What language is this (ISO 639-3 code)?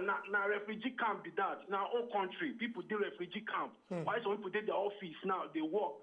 pcm